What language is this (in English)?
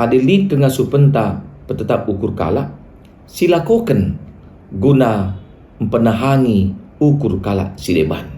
Batak Karo